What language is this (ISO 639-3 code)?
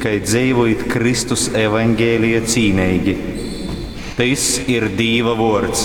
ltg